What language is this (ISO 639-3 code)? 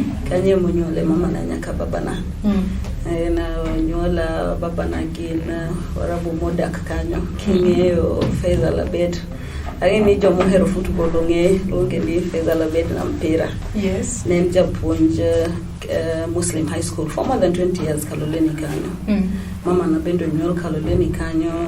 luo